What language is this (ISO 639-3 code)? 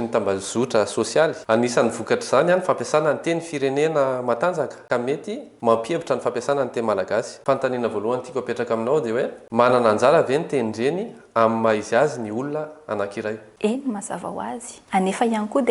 mlg